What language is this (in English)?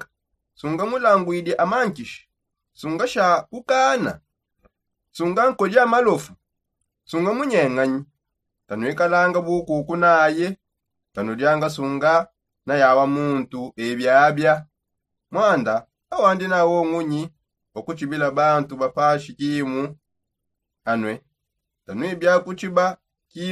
Songe